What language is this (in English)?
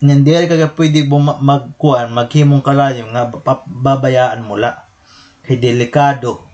Waray